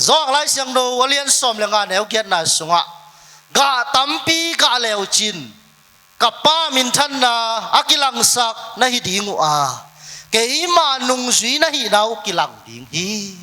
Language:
Tedim Chin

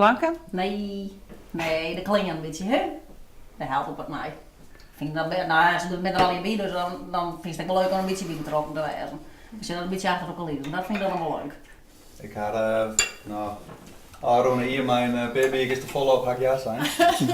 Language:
Western Frisian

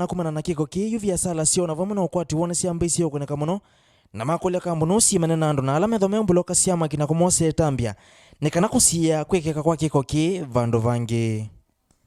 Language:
Kamba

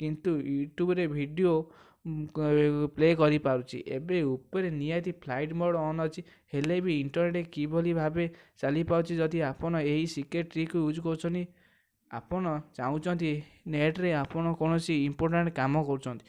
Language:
Odia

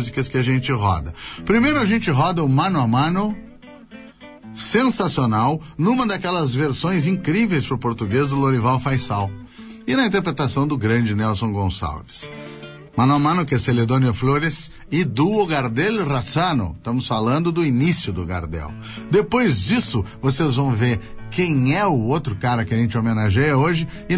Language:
Portuguese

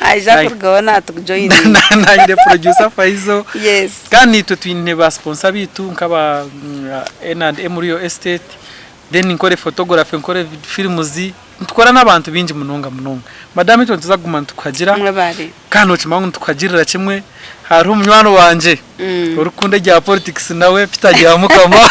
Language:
Nyankole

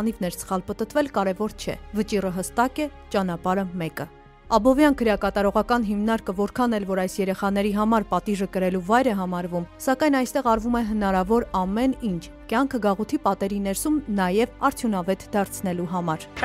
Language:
Armenian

